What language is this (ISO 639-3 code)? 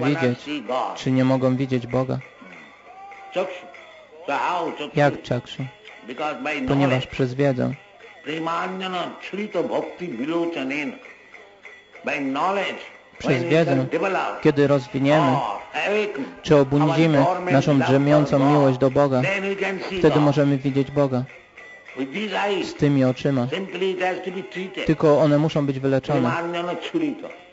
pol